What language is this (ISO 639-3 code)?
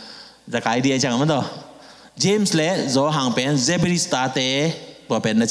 ctd